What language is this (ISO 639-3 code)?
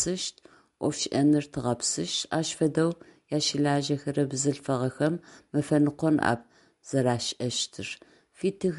ady